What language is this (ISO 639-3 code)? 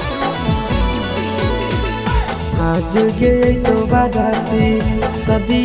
mag